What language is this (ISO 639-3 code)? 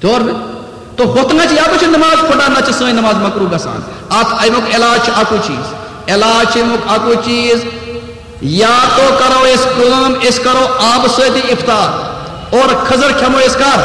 kas